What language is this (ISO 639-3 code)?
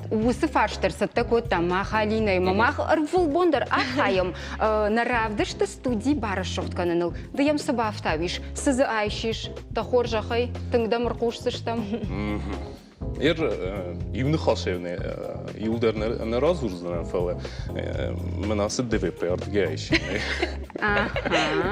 oss